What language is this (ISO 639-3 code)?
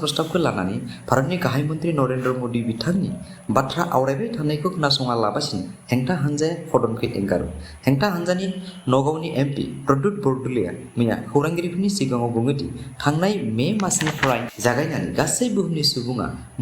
brx